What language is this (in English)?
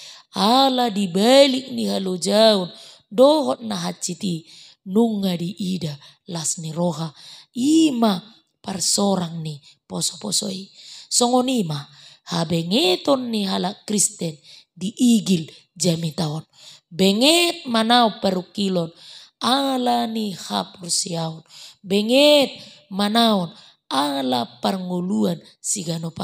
Batak Toba